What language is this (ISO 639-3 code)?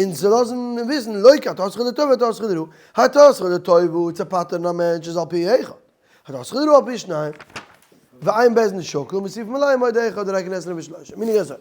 yid